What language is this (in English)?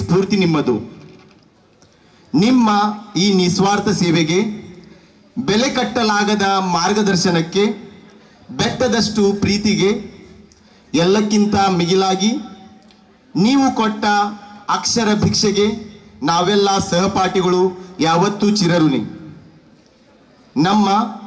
Kannada